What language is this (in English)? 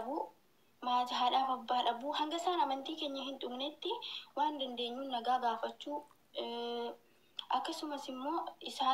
Oromo